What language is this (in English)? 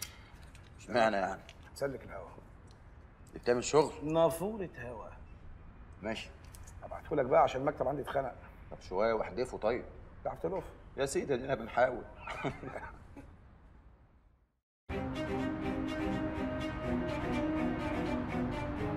Egyptian Arabic